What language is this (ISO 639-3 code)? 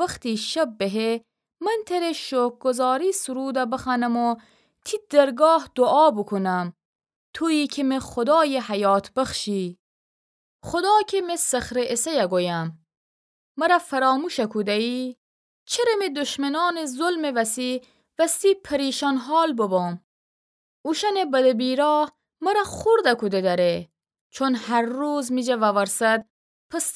glk